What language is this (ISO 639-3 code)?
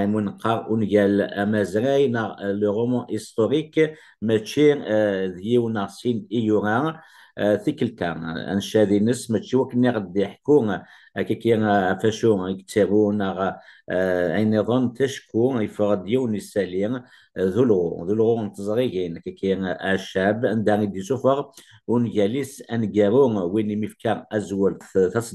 kab